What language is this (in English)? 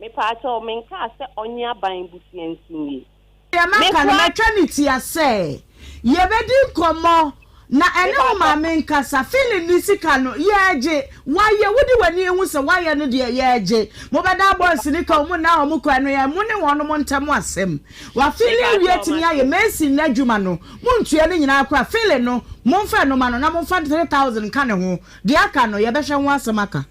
Akan